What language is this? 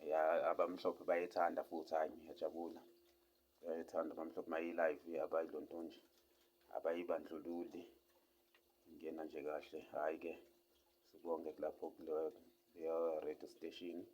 Zulu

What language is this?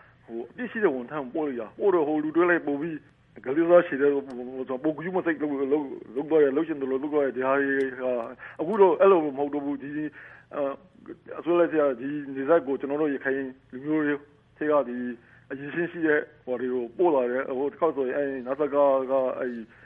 Burmese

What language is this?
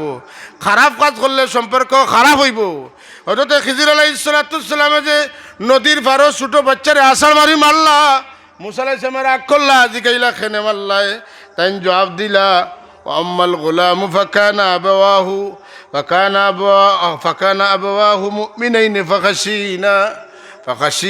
Sylheti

